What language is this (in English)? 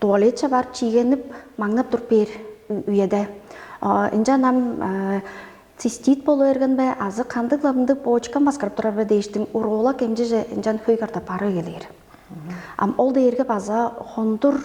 Tuvinian